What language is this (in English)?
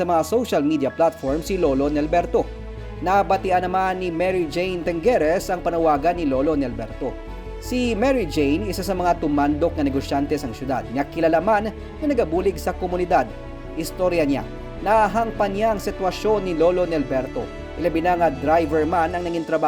Hiligaynon